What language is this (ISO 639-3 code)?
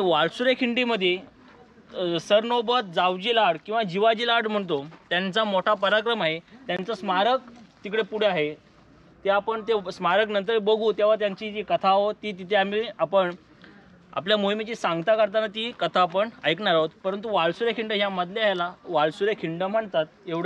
mar